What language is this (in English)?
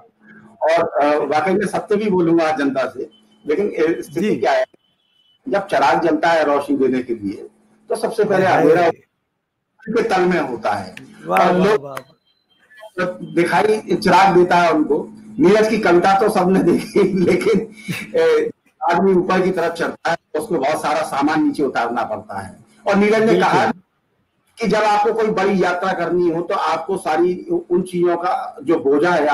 Hindi